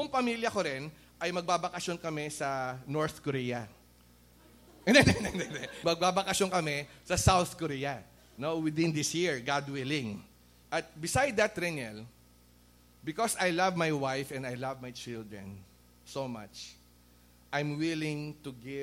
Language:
Filipino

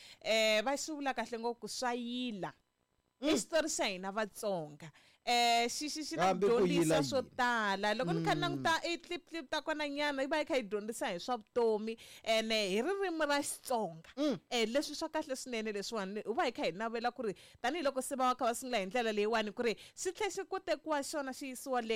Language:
Tsonga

